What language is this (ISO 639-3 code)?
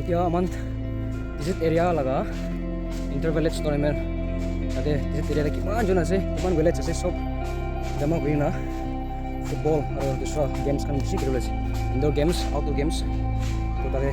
nag